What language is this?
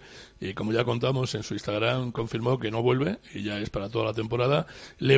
Spanish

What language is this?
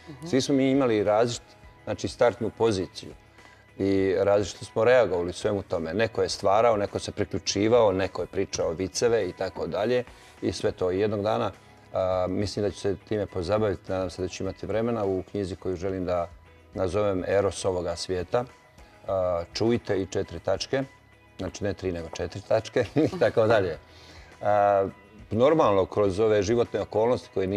Bosnian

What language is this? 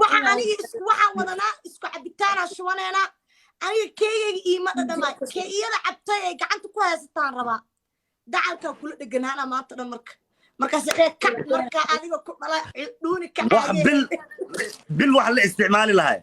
Somali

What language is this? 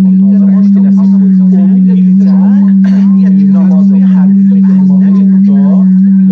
South Azerbaijani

